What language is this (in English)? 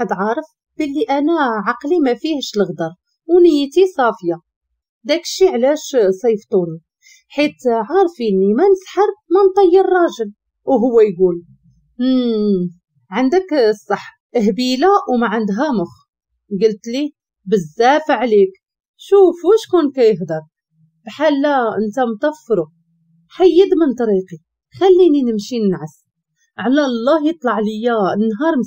Moroccan Arabic